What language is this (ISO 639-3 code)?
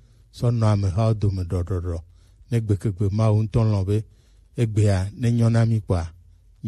gej